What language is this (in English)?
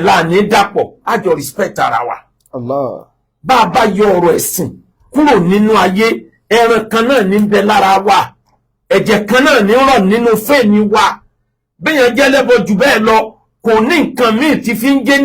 Yoruba